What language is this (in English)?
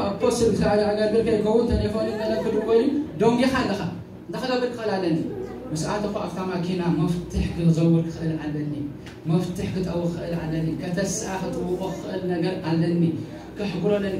Tigrinya